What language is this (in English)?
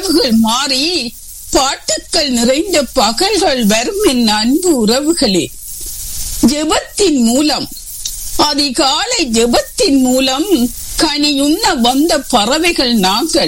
Tamil